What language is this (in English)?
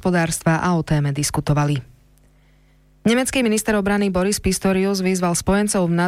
Slovak